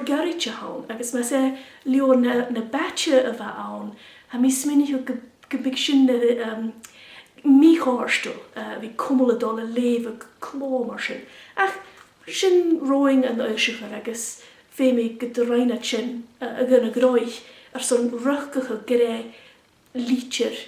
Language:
Scottish Gaelic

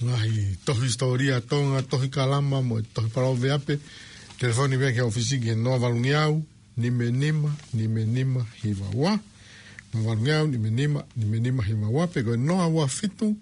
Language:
Tongan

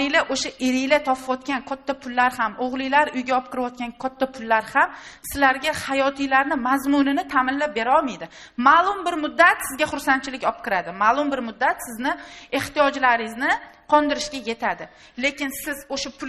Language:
Uzbek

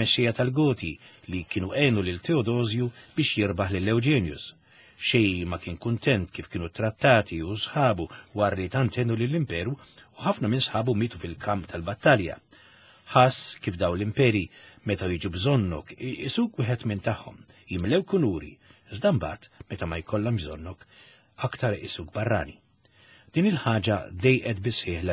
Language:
Maltese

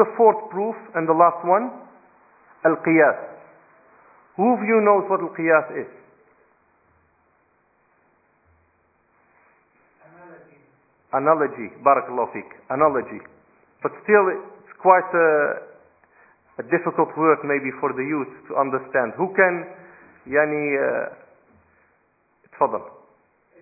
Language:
English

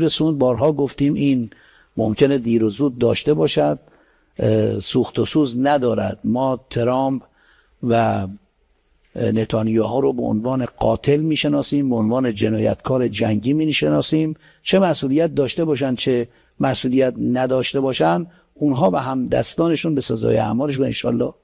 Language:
Persian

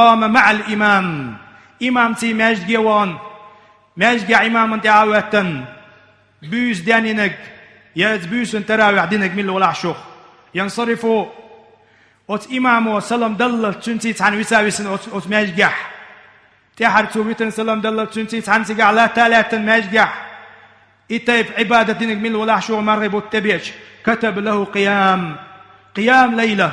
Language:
Chechen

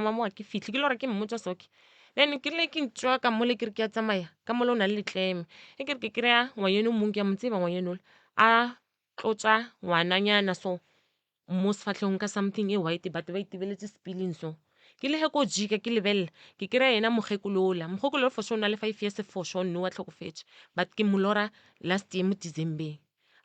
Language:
Northern Sotho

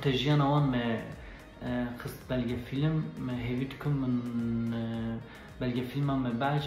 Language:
Kurdish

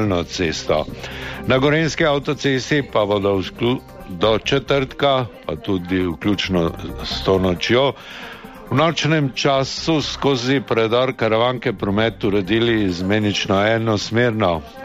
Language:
Slovenian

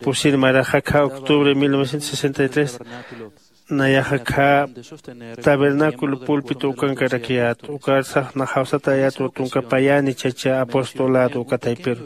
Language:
Aymara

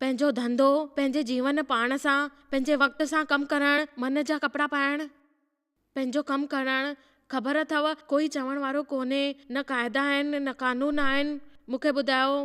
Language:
Sindhi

